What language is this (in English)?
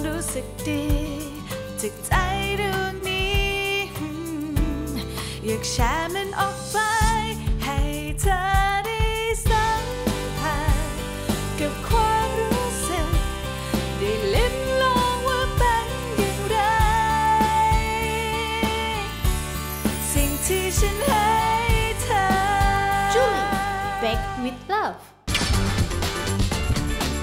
Thai